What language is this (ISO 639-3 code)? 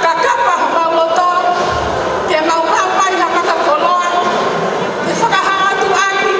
ton